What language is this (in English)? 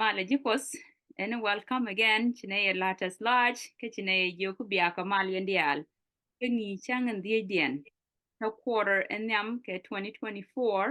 Nuer